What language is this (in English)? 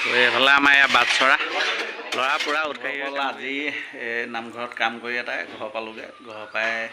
Assamese